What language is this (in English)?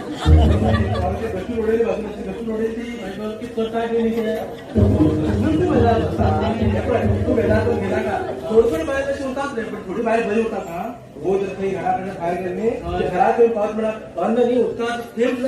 Konkani